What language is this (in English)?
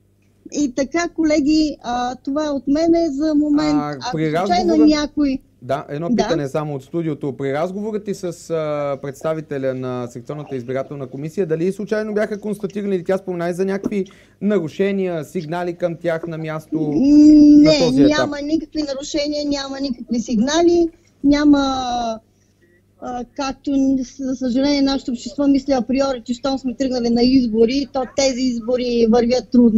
Bulgarian